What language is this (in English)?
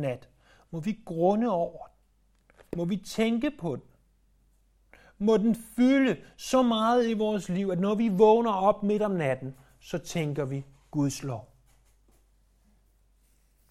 Danish